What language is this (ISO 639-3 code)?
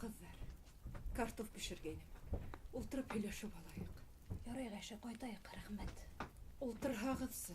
bak